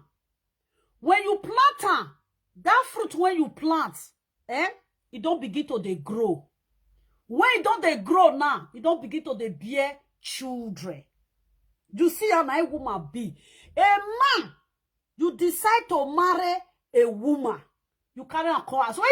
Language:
Nigerian Pidgin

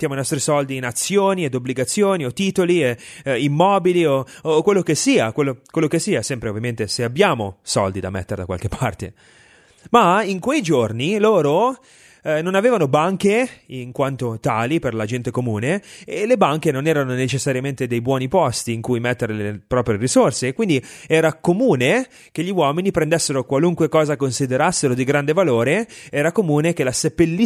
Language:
Italian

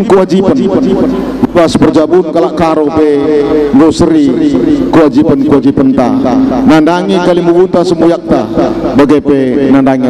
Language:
Batak Karo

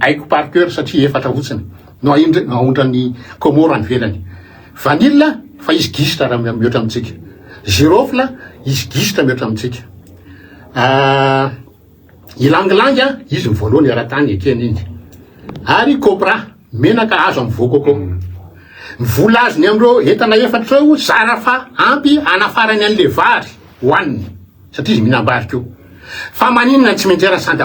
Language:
Malagasy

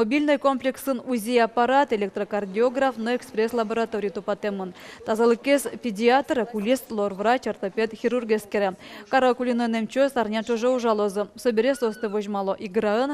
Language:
Udmurt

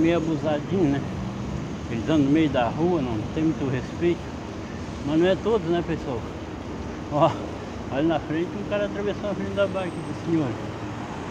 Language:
Portuguese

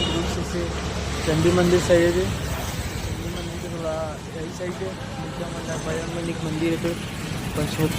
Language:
Chhattisgarhi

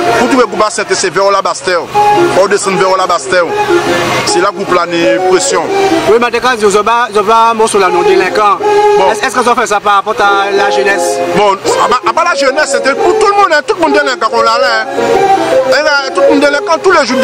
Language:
Guadeloupean Creole French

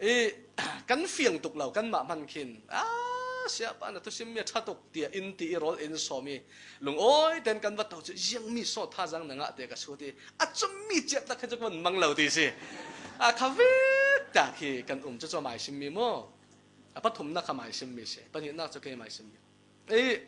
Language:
Falam Chin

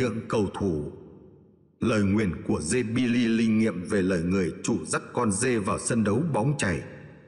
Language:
Vietnamese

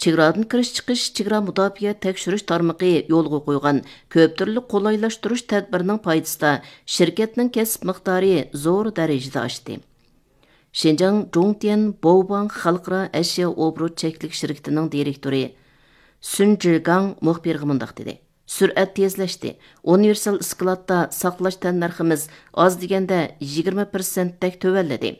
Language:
Uyghur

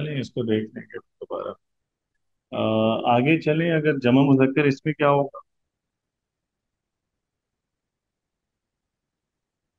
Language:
Urdu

